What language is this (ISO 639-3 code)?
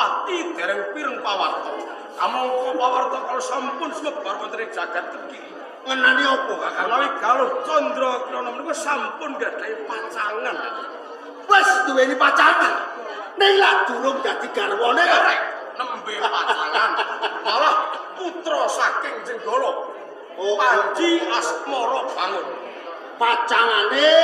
jav